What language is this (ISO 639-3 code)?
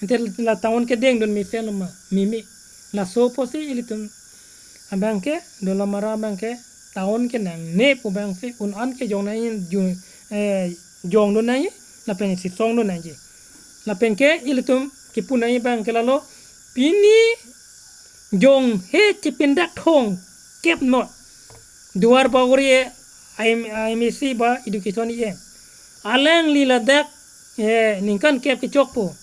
mjw